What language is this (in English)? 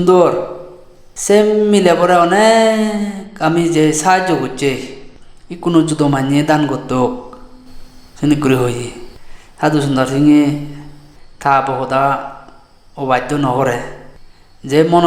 Chakma